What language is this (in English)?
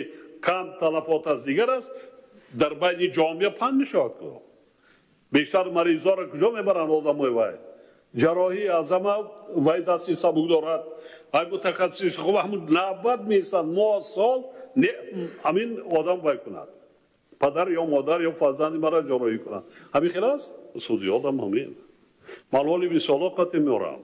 Tajik